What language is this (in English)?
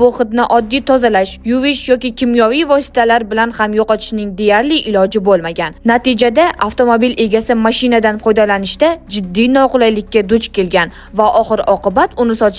Uzbek